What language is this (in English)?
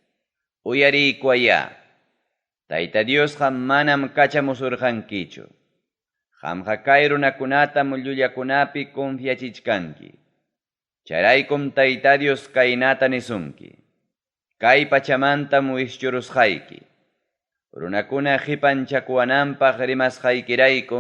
Ayacucho Quechua